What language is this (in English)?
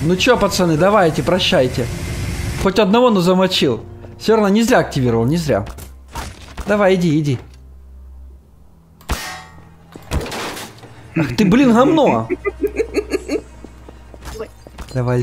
Russian